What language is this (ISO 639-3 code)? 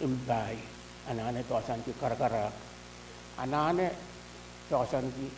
pon